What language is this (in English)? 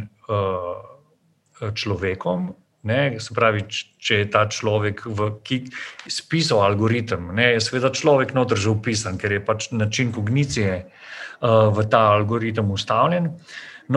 Slovenian